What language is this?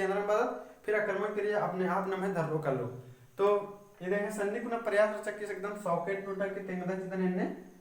Kurukh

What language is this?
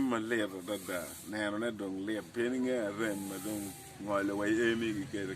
Acoli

